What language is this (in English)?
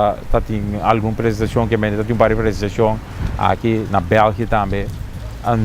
Papiamento